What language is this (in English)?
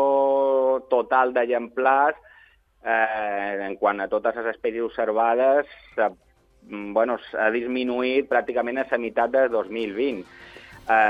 Catalan